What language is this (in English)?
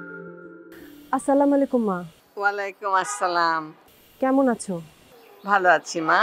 Bangla